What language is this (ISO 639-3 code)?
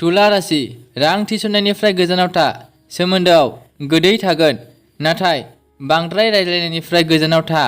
brx